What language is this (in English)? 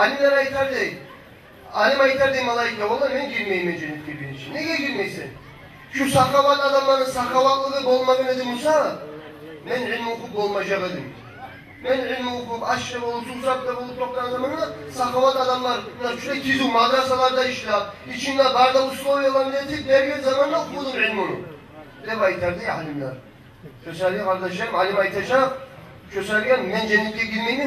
Kumyk